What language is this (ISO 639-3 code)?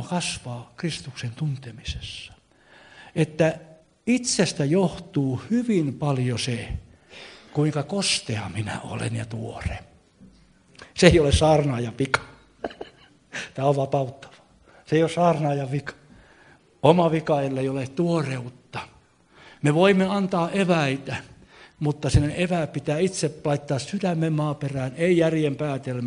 fin